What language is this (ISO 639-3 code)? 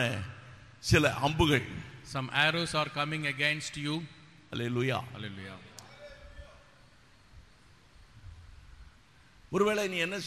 tam